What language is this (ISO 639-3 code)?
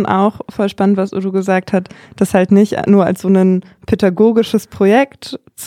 deu